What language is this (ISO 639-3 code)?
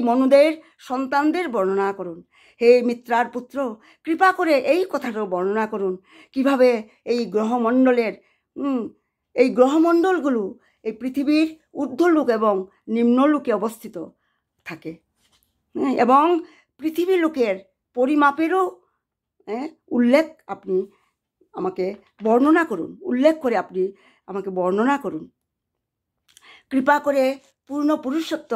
ben